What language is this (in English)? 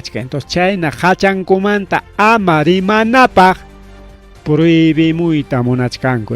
Ayacucho Quechua